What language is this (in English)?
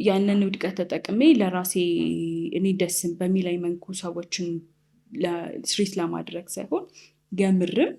Amharic